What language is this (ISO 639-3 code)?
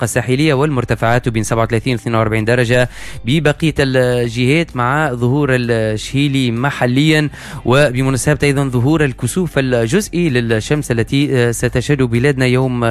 aeb